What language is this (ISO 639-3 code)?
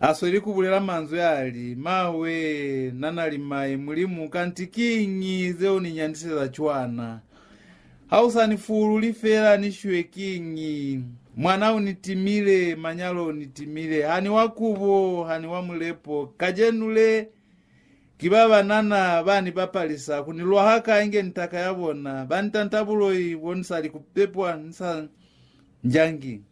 loz